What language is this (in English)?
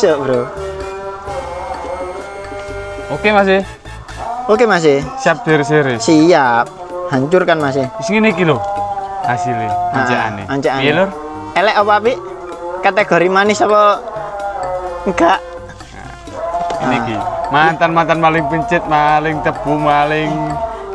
Javanese